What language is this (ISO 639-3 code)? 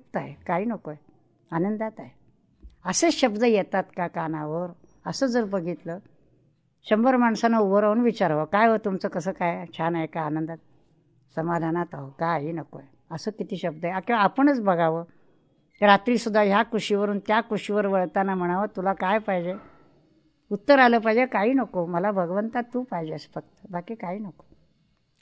mar